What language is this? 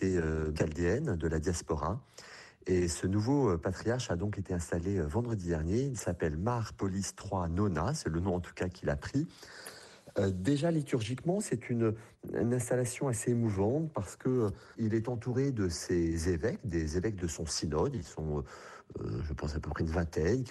French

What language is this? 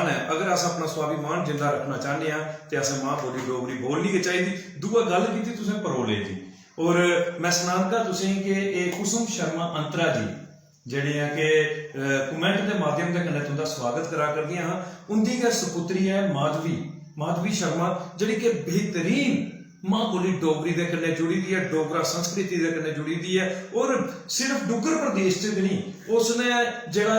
Dogri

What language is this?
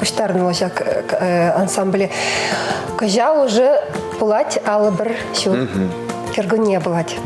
Chuvash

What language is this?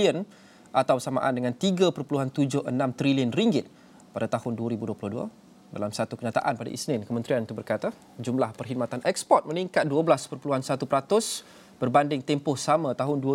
Malay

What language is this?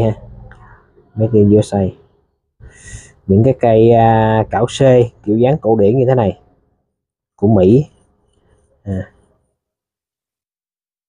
Vietnamese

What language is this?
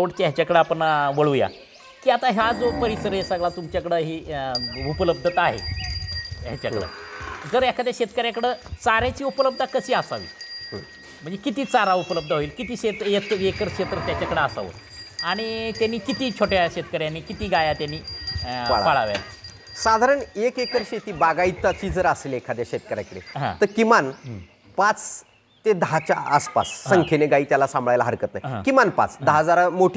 Marathi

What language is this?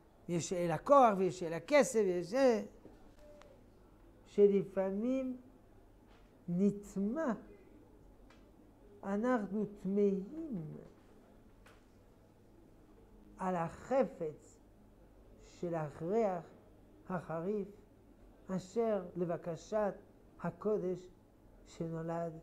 Hebrew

